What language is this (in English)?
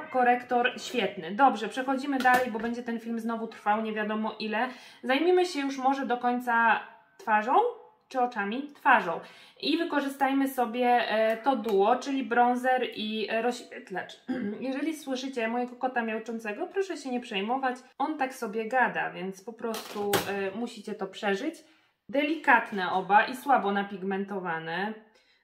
Polish